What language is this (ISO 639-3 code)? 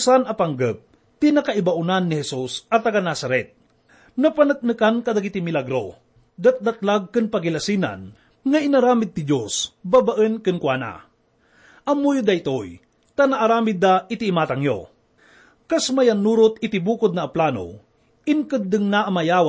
ilo